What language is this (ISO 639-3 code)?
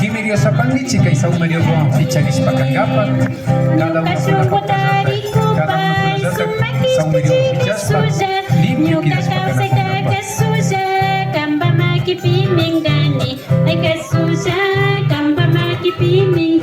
qvi